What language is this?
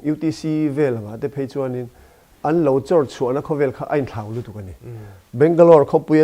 Mizo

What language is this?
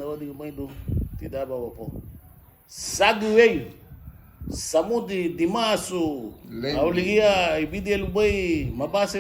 Garifuna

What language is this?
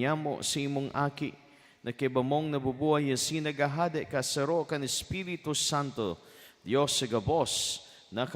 Bikol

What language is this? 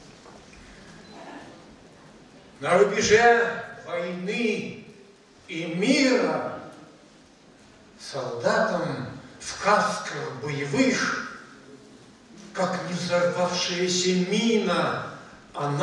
Russian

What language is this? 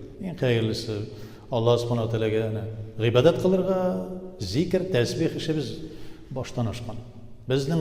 Tatar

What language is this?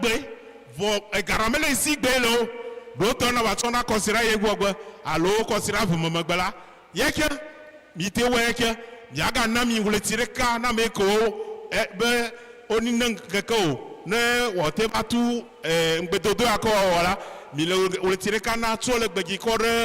Ewe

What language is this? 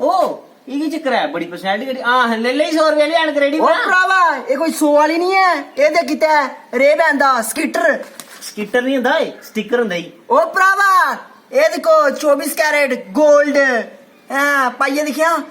Dogri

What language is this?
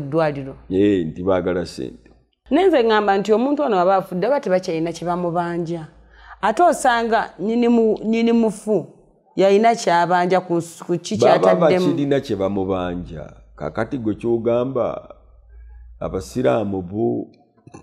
Ganda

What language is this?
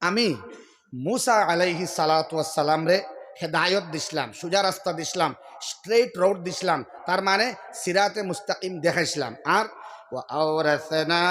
Sylheti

